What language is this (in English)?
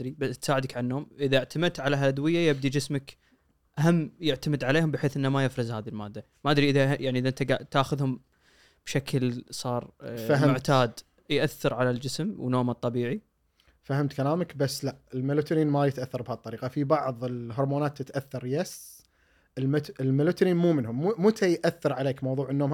Gulf Arabic